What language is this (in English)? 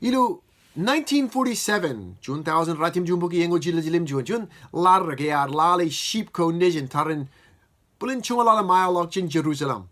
Marshallese